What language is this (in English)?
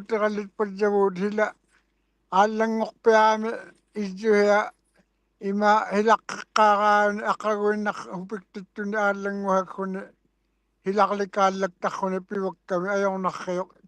Western Canadian Inuktitut